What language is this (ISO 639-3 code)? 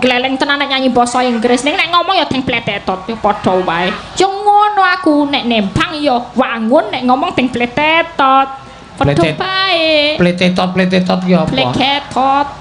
jav